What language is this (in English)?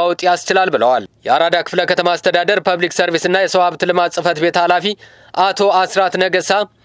Amharic